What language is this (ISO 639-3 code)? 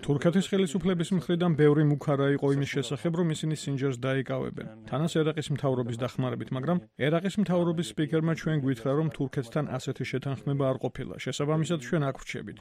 kat